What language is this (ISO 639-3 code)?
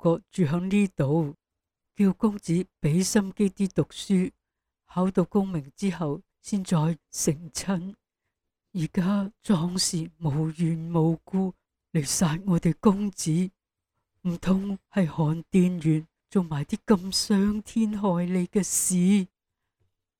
yue